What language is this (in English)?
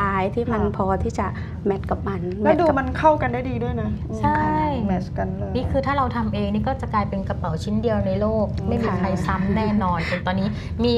Thai